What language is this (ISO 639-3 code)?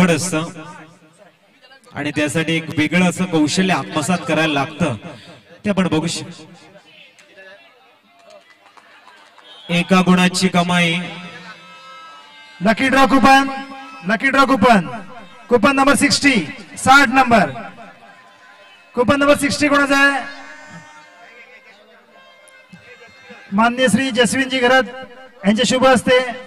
mar